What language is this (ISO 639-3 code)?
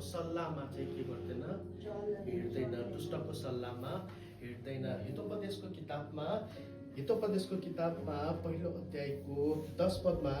nep